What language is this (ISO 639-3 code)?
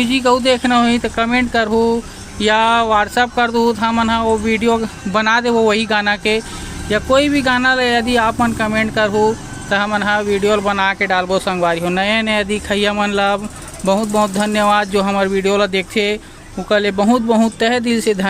hne